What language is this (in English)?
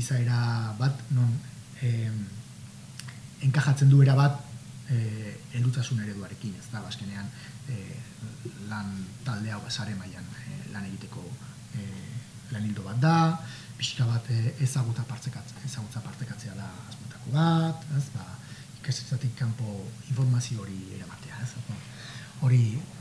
Basque